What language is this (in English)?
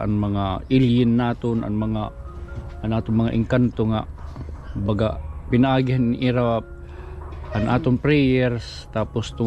Waray